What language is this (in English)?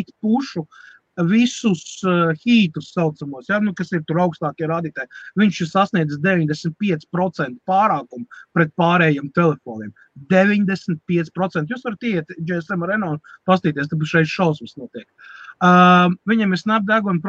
Latvian